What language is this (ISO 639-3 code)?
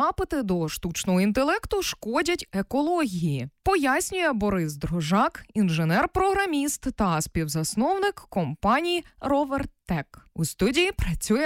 ukr